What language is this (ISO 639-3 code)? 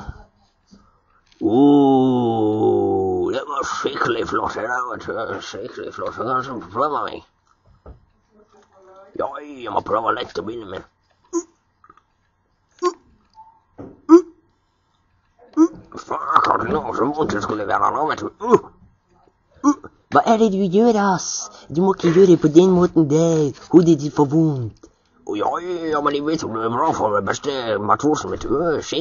nor